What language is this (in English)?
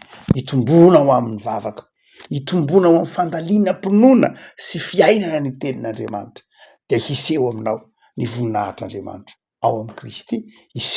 Malagasy